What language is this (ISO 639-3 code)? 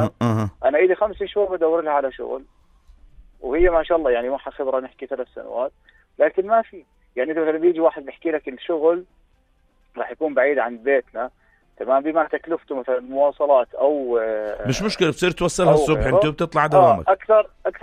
apc